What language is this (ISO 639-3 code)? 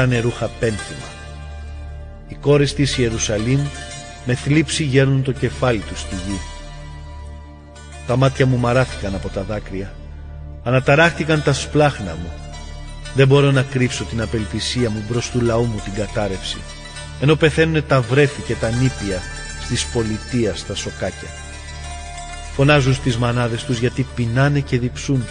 ell